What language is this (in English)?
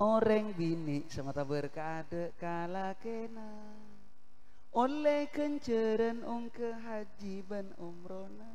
Madurese